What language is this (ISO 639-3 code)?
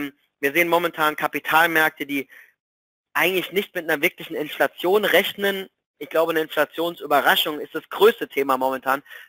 deu